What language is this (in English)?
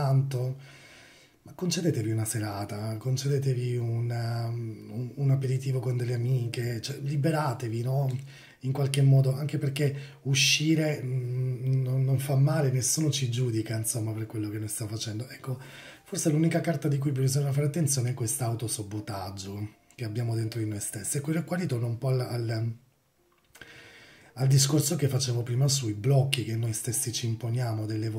Italian